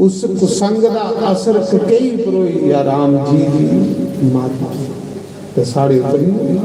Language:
Dogri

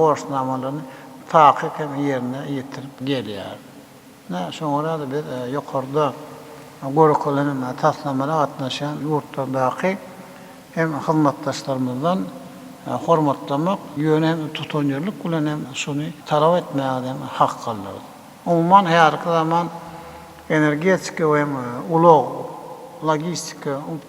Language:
Turkmen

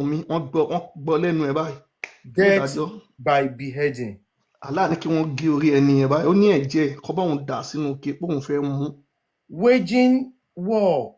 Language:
Yoruba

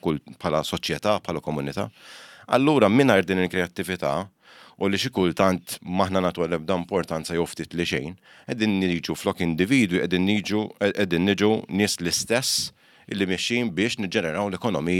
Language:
Maltese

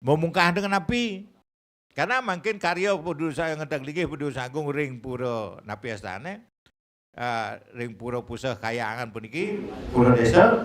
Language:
Balinese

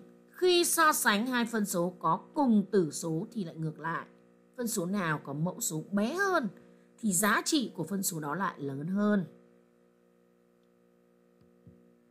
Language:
Vietnamese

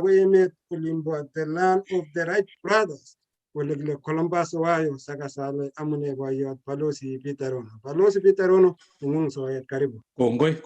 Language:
Kalenjin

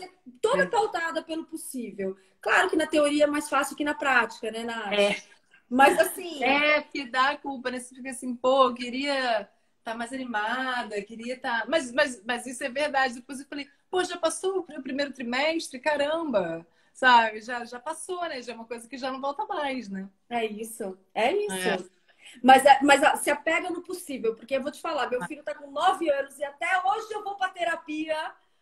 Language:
Portuguese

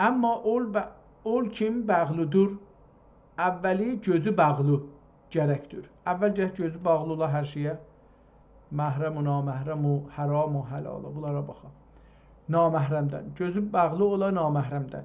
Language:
South Azerbaijani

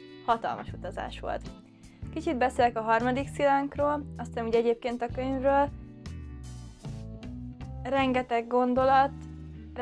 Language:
Hungarian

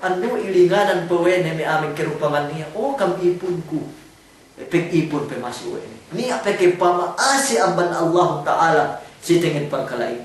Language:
Yakan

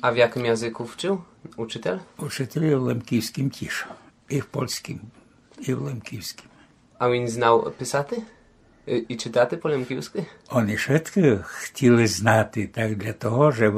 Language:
Rusyn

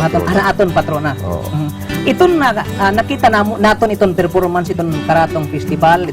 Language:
Waray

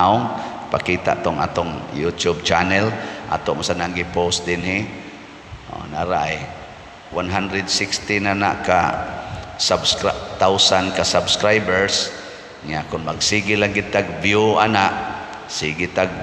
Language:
Cebuano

